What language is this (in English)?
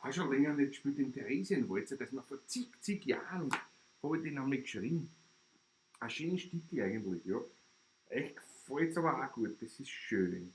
Bavarian